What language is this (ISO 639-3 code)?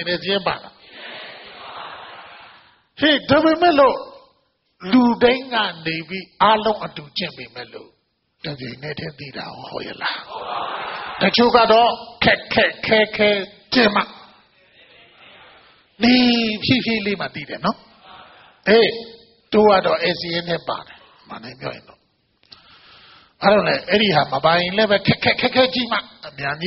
mya